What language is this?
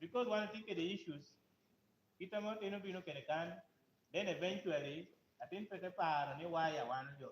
Lango (Uganda)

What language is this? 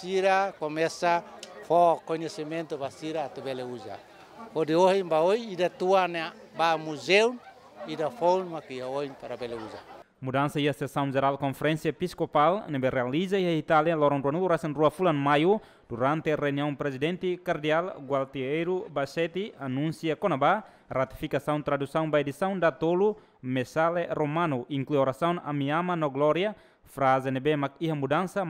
Tetum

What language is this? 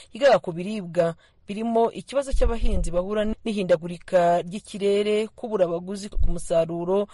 Kinyarwanda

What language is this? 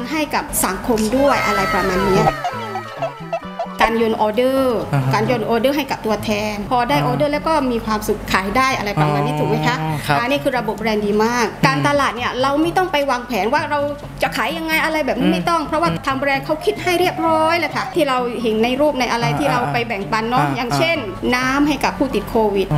Thai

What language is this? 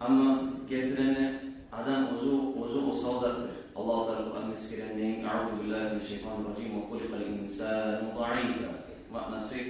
Kumyk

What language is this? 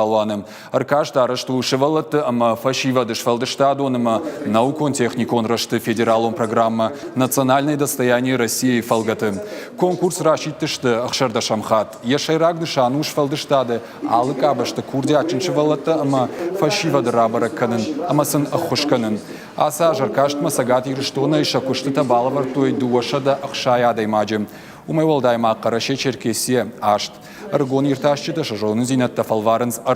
Ossetic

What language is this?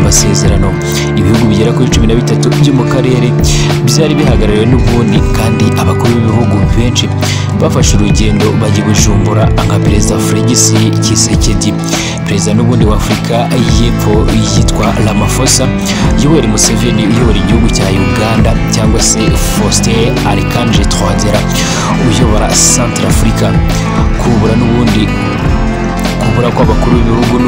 Kinyarwanda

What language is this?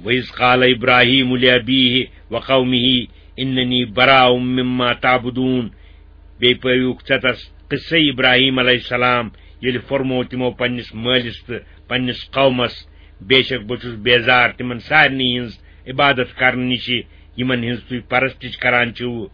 Kashmiri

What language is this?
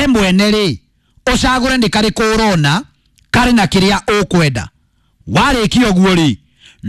Kikuyu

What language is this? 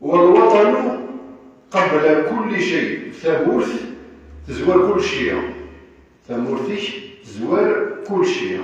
Kabyle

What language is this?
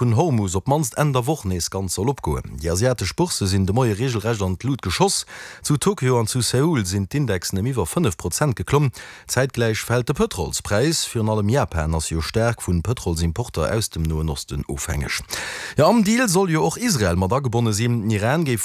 Luxembourgish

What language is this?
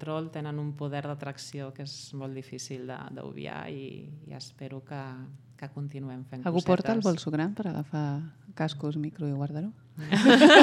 Catalan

